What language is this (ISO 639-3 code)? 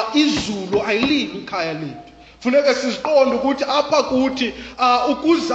xho